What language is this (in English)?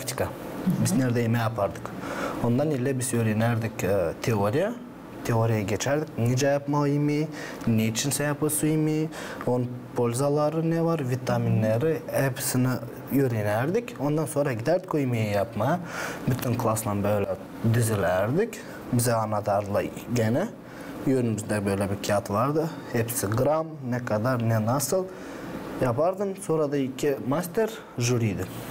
Gagauz